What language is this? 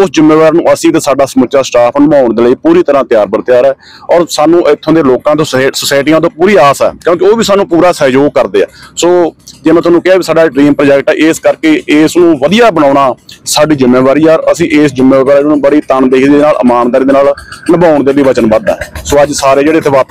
Punjabi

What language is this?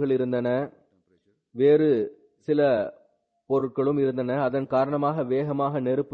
Tamil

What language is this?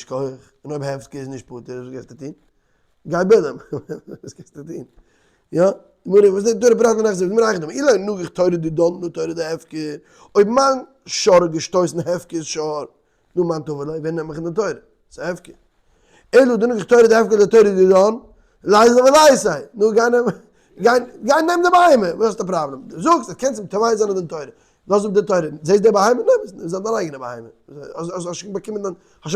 Yiddish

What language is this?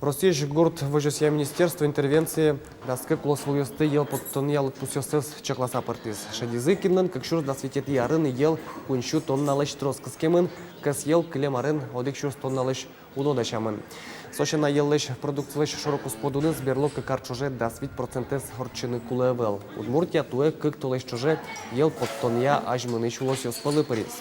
Udmurt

